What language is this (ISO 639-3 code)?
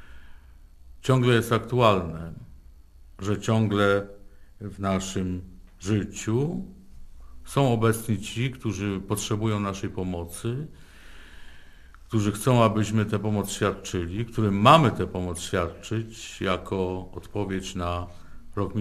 pol